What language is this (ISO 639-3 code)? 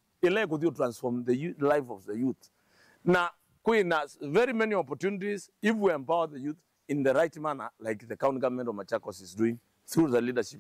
kam